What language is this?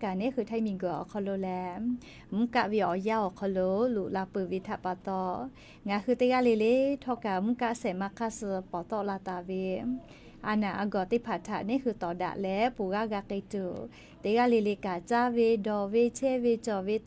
Lahu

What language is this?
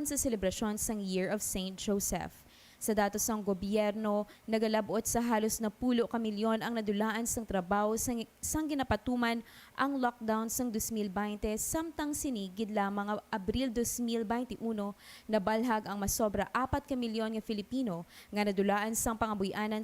Hiligaynon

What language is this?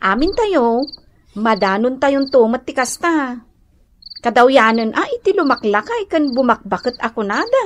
Iloko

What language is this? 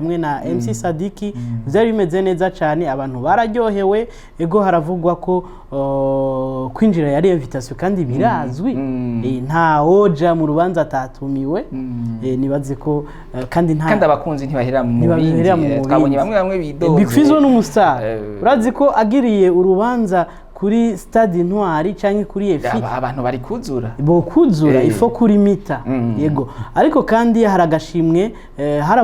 Rundi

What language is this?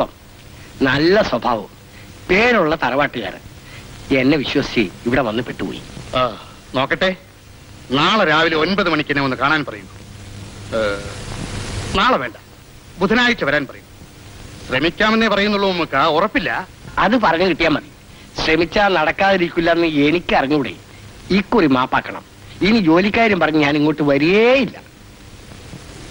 Malayalam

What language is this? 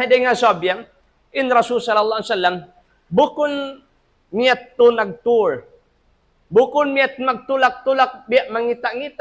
Tausug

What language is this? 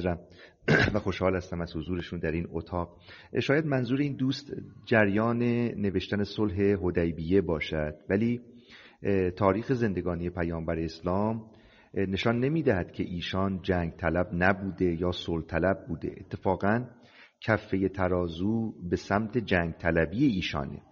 Persian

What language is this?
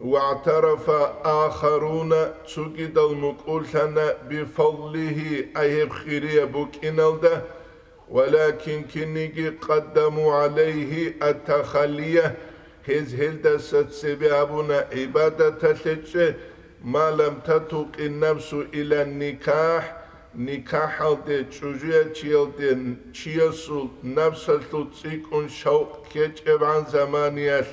Avaric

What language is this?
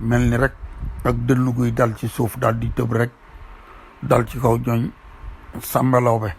Wolof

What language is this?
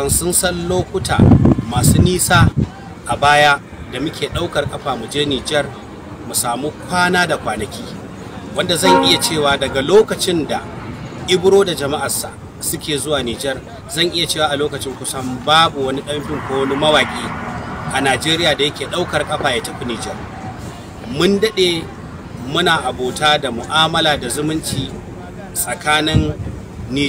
Hausa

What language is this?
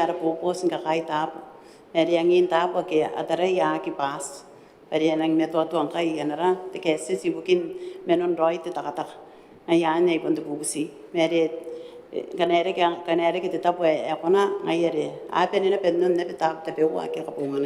Gilbertese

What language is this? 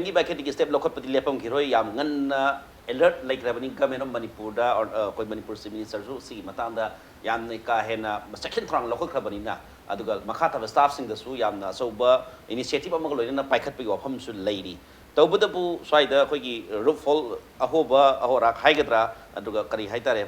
Manipuri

